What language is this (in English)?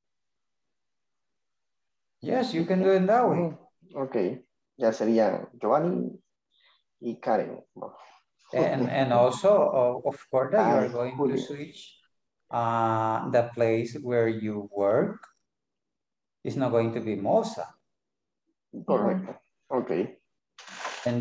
English